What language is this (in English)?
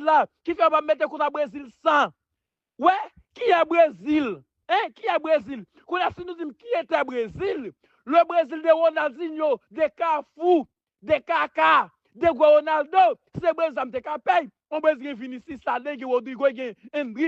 Haitian Creole